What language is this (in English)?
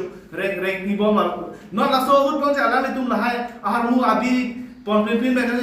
Karbi